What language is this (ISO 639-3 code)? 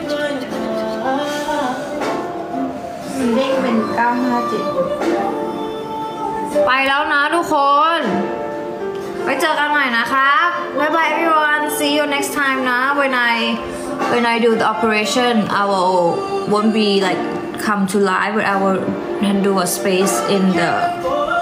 tha